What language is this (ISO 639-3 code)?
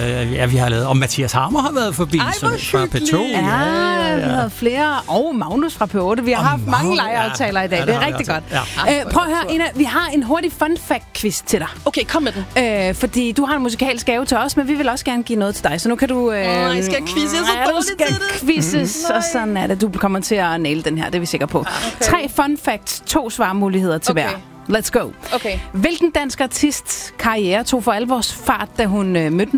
dan